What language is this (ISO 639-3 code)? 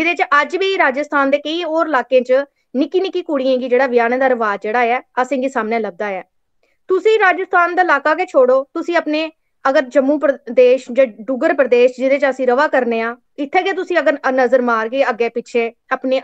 doi